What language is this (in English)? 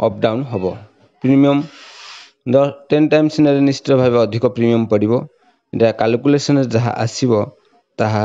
Odia